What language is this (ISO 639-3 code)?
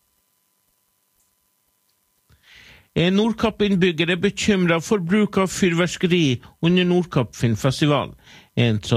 nor